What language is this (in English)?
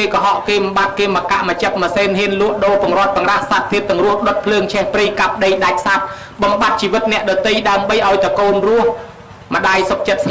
Khmer